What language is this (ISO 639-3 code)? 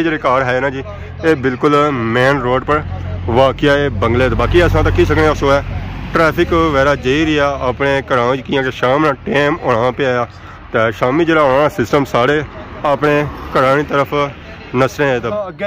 phr